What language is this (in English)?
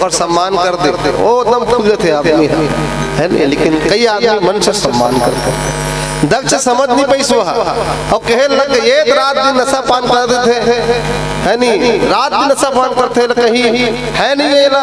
Chhattisgarhi